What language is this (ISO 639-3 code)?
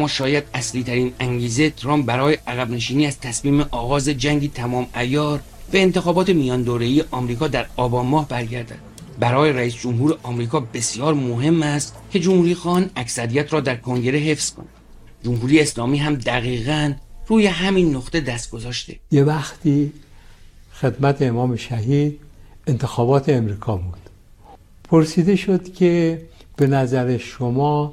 fas